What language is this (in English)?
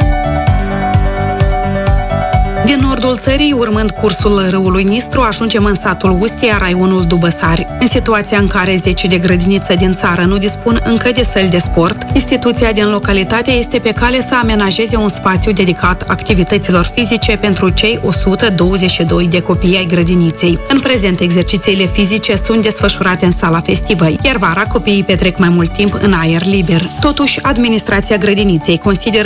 Romanian